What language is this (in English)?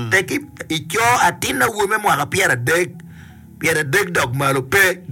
Acoli